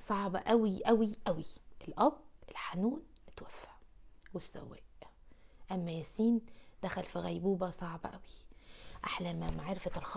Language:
Egyptian Arabic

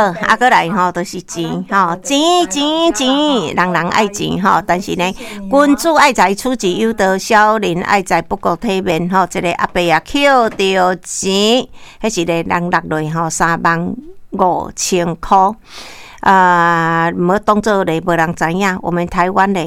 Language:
Min Nan Chinese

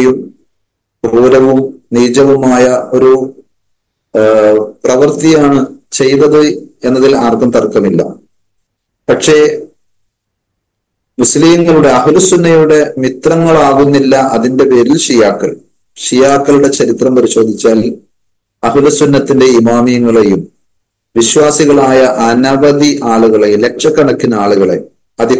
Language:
Malayalam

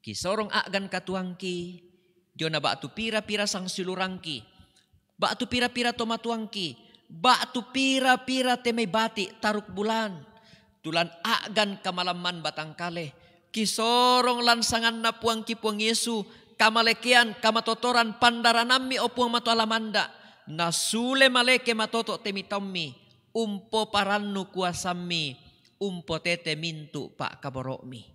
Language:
Toraja-Sa'dan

